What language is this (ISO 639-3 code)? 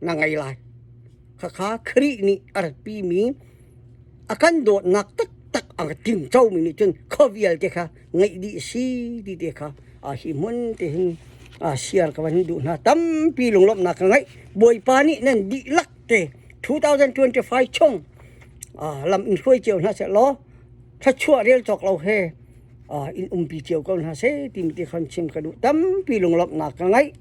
cnh